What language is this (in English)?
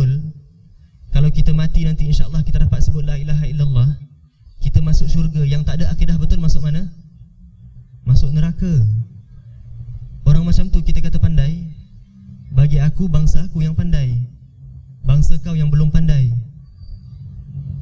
Malay